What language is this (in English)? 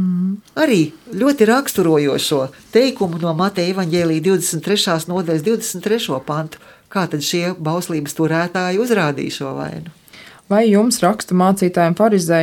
Latvian